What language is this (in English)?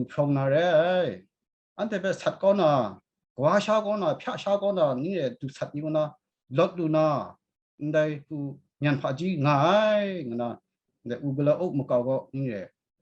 Kachin